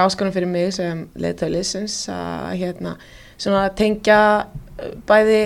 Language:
Icelandic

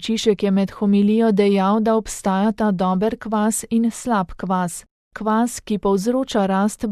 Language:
Slovenian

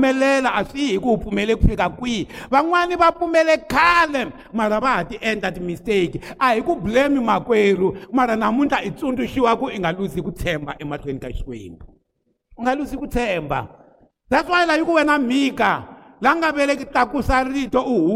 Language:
Tsonga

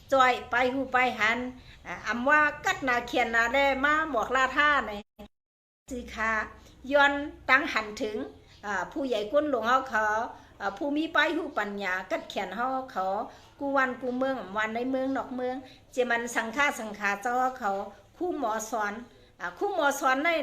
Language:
Shan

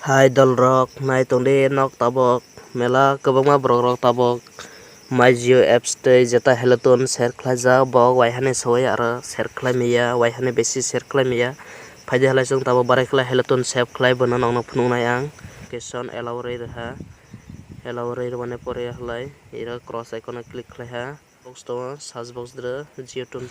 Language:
Kok Borok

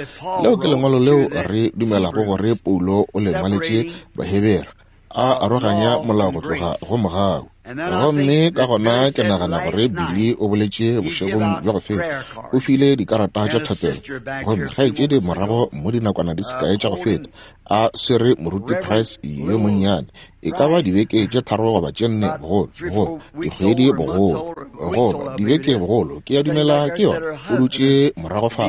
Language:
Northern Sotho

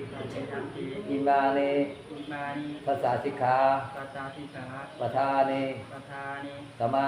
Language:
Pali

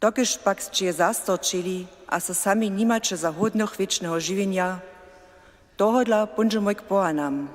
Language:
Upper Sorbian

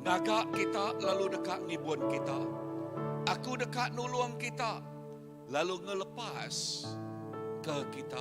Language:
Iban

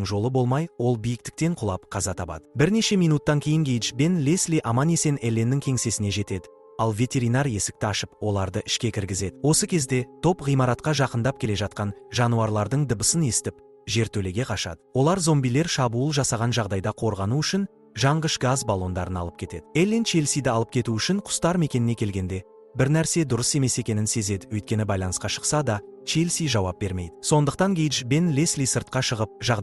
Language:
Kazakh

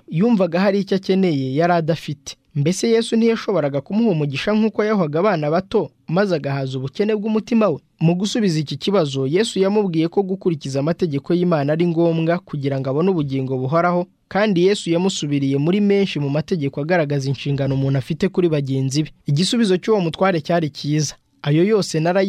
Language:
Kinyarwanda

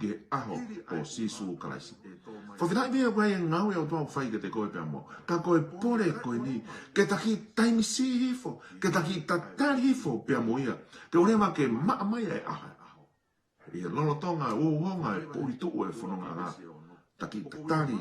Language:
Tongan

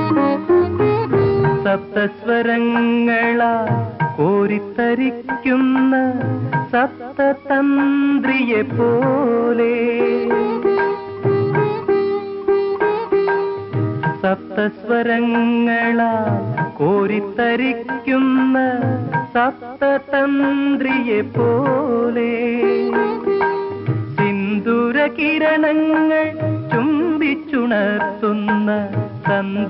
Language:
Malayalam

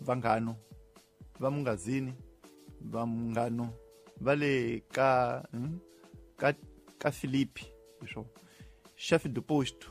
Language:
Tsonga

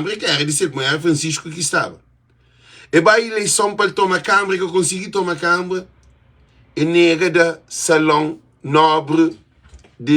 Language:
Kabuverdianu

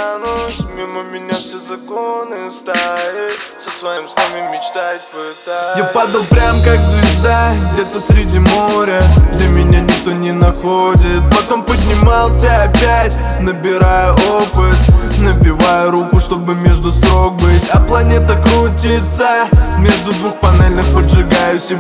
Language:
Russian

